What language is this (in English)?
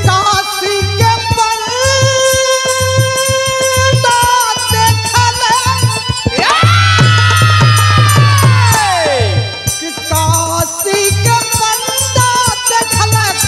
Bhojpuri